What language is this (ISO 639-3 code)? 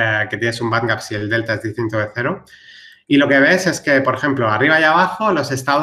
spa